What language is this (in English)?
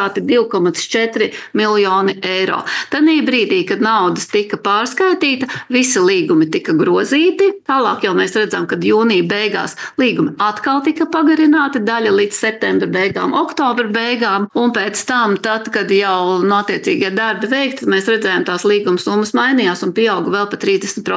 Latvian